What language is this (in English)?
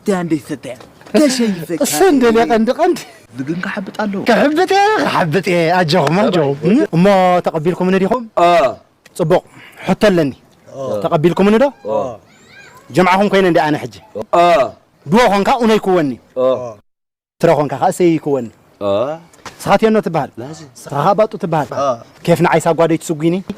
Tigrinya